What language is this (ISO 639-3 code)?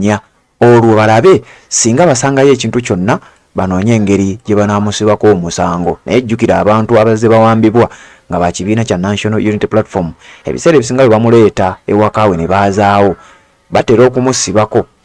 lug